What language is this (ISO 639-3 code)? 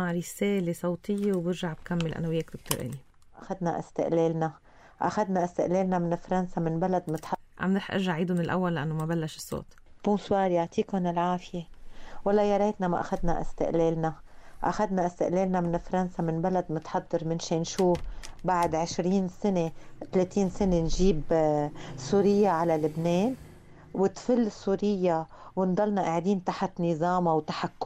apc